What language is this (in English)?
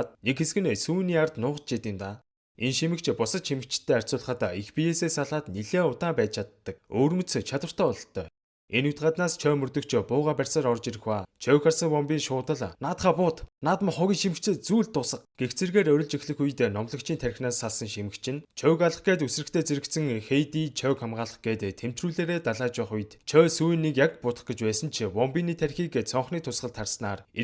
Mongolian